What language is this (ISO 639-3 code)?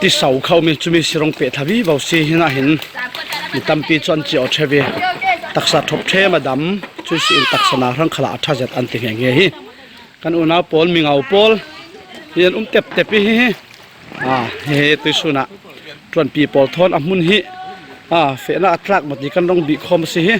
cfm